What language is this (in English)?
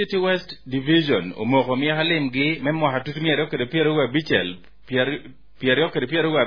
Acoli